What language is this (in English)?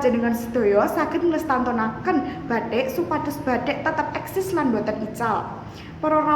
Javanese